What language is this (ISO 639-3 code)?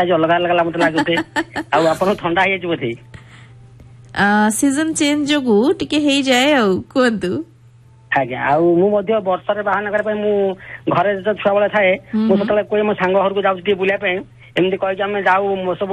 ori